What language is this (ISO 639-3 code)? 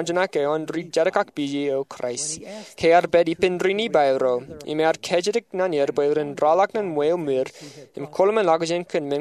mah